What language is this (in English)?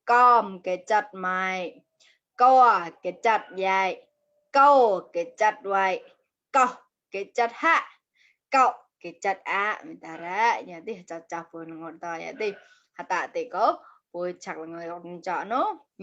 Mon